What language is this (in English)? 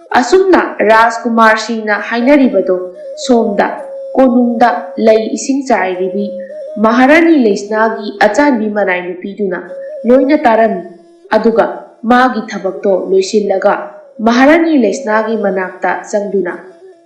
Manipuri